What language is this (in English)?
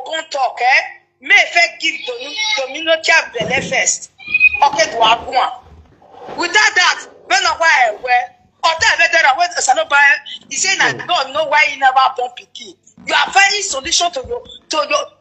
Nigerian Pidgin